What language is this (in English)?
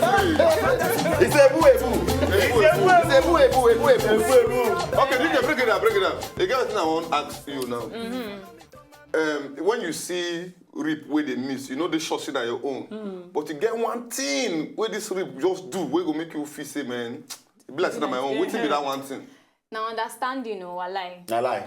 Nigerian Pidgin